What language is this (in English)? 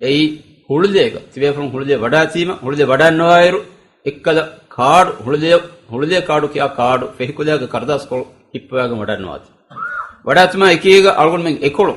Divehi